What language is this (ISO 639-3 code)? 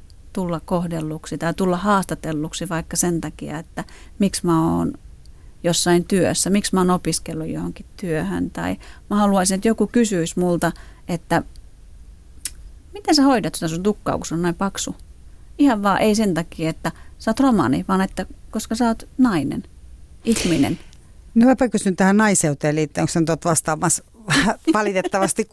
fin